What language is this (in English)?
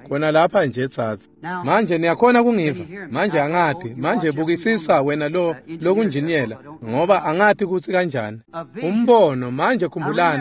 Swati